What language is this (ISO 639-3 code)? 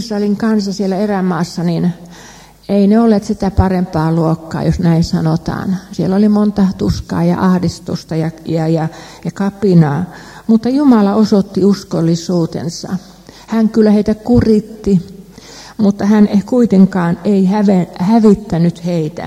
fin